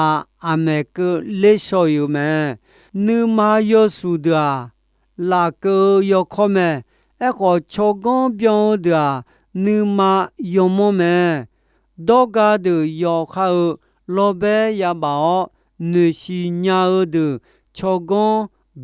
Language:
Akha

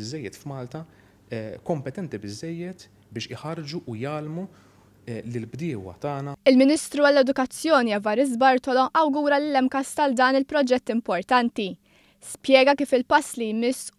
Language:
Maltese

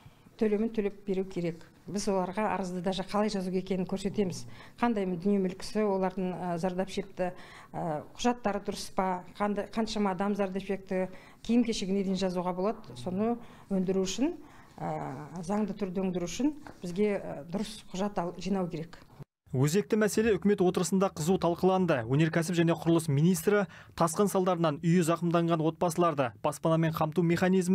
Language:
Kazakh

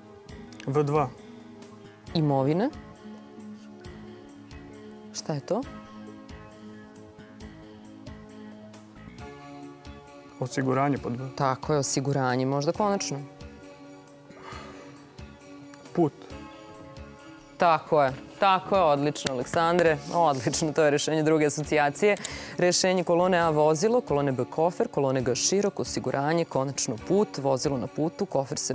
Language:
Serbian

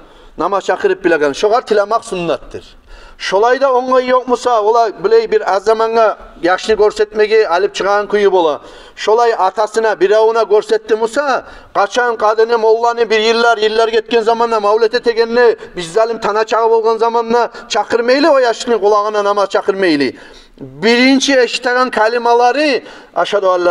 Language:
Kumyk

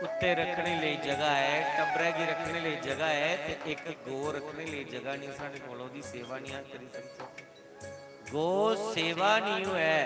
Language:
Dogri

